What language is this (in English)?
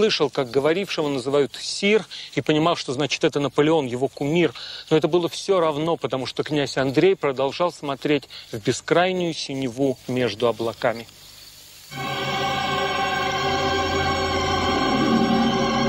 Russian